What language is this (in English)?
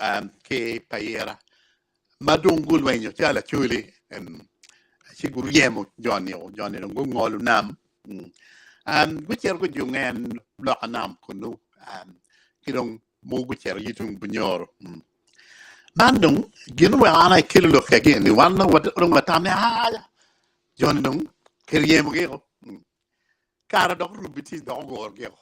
Acoli